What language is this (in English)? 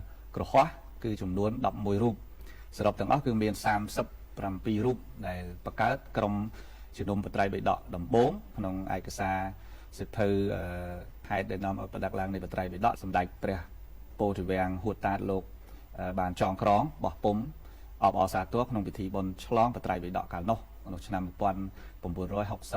Khmer